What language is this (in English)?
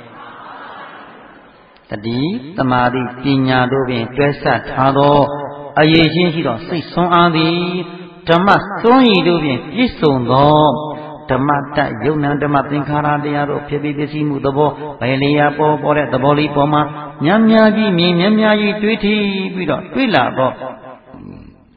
Burmese